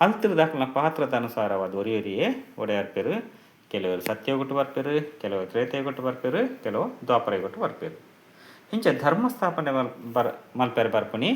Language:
Tulu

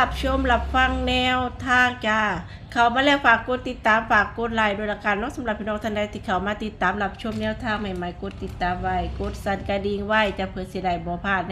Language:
Northeastern Thai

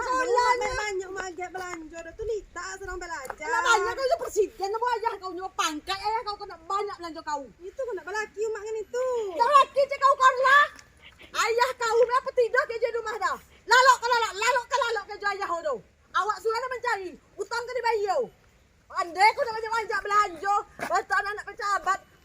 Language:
Minangkabau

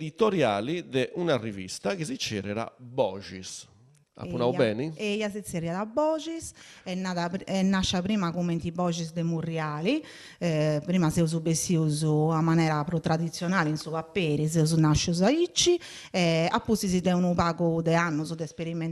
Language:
Sardinian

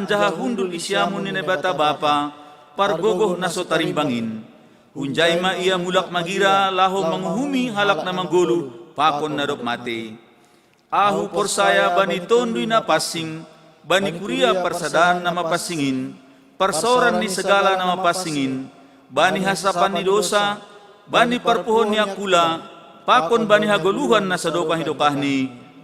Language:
Batak Simalungun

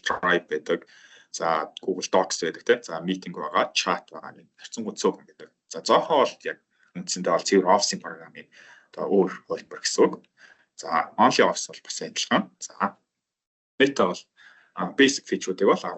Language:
Mongolian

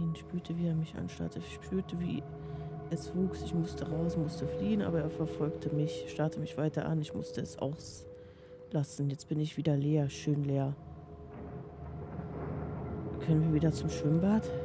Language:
German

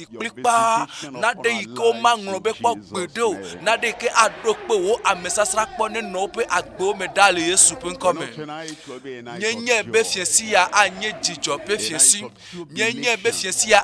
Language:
Ewe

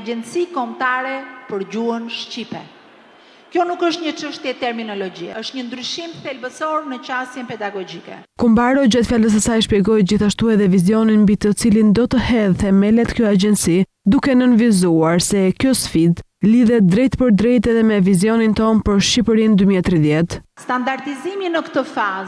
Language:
Albanian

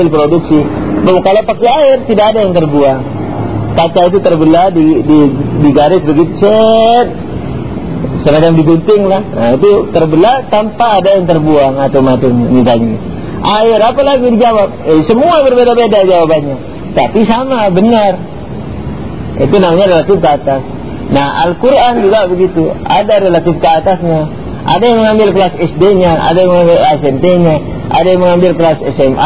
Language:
Indonesian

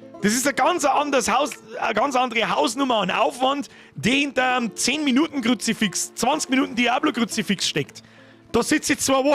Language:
Bavarian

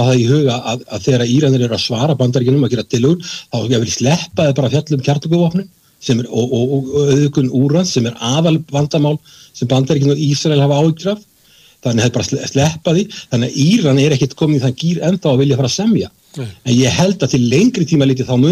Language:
Icelandic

